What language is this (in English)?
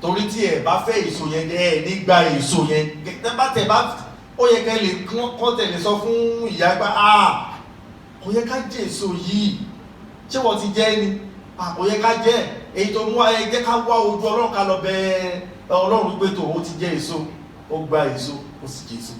Yoruba